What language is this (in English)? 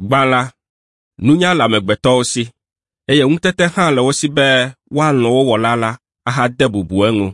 Ewe